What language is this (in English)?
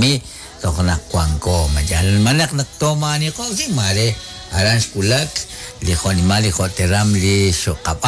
Kekchí